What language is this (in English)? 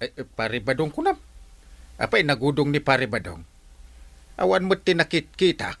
Iloko